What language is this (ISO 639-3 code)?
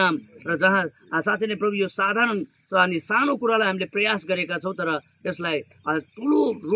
nep